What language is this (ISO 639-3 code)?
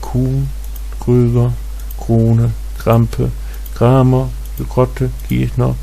nds